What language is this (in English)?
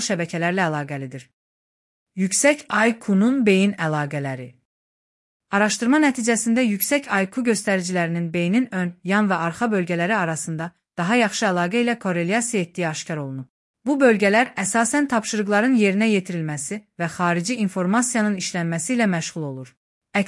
Azerbaijani